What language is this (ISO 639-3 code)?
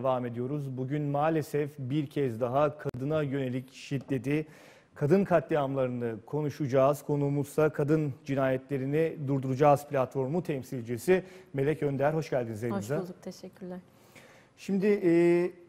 tur